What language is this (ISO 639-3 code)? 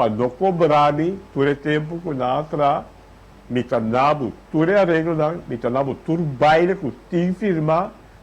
pap